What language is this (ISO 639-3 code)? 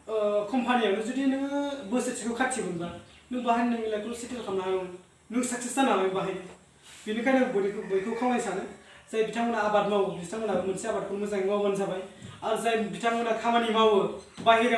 brx